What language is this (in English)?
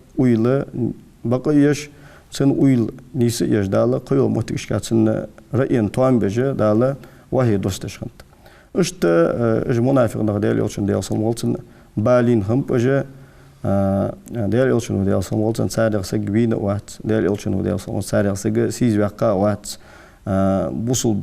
Ingush